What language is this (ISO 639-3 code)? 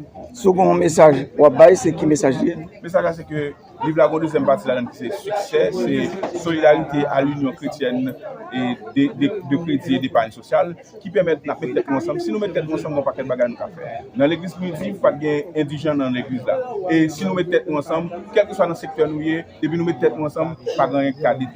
hat